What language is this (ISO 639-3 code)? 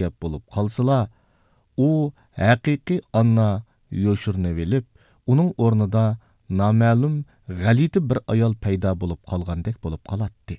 uig